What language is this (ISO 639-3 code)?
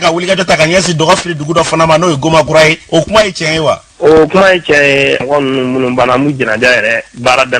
bam